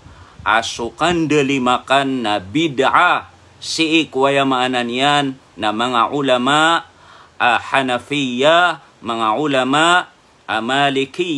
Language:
Maranao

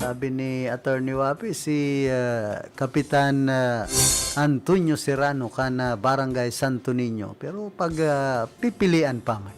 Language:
Bikol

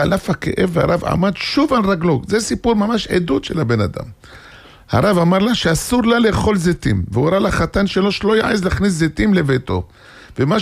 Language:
Hebrew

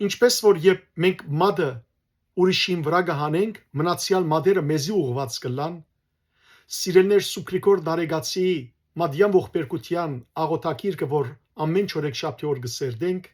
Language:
Western Armenian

